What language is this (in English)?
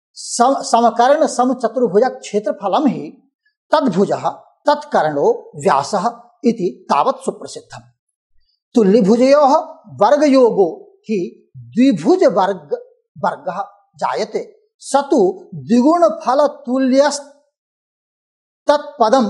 Sanskrit